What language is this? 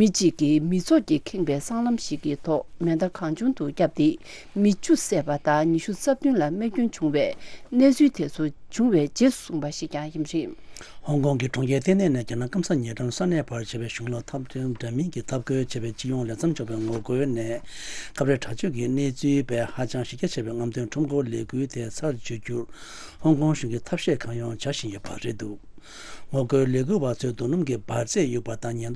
Tibetan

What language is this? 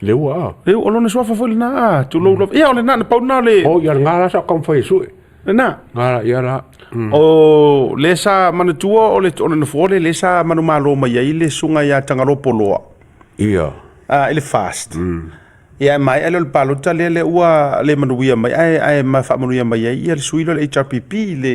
Samoan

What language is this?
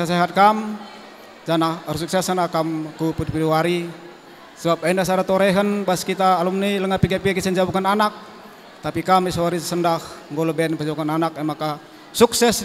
Batak Karo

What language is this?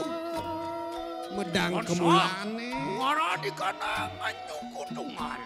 Balinese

